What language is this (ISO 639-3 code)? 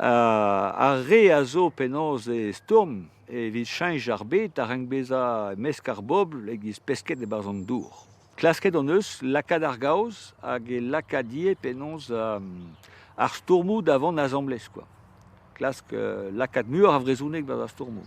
bre